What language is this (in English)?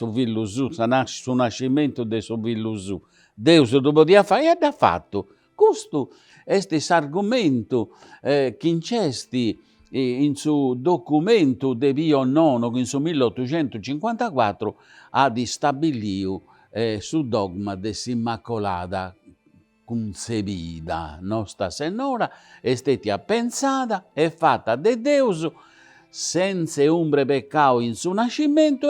Sardinian